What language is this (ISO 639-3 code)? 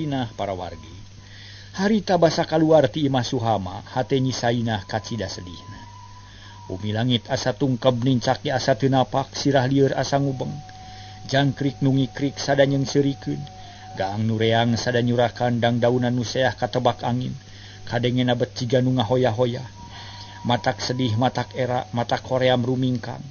sun